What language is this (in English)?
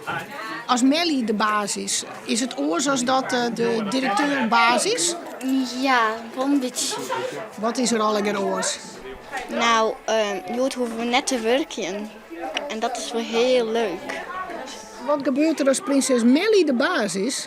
Western Frisian